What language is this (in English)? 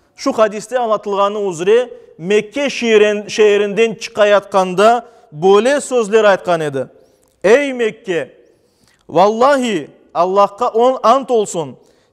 Crimean Tatar